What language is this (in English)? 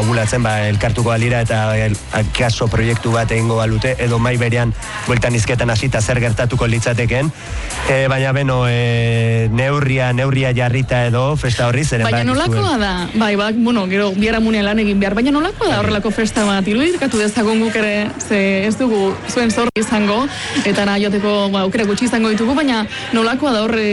Basque